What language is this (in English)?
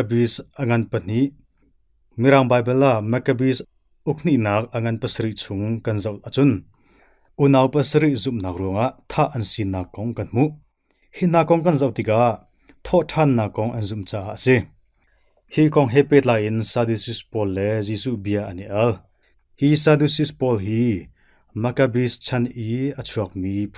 Hakha Chin